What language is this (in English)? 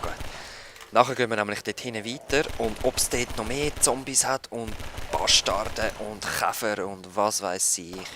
Swiss German